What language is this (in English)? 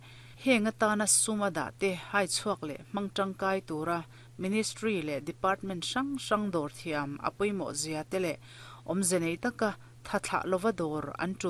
Mizo